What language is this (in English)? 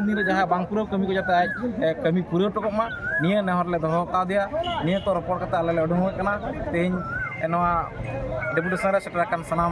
Santali